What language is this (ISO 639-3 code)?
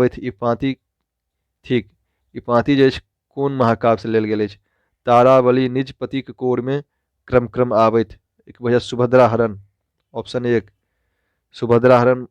mai